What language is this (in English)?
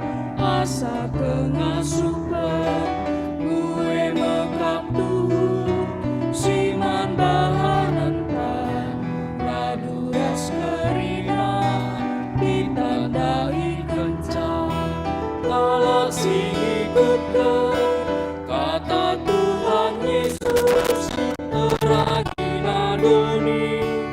Batak Karo